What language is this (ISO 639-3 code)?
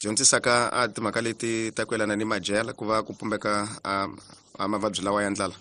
tso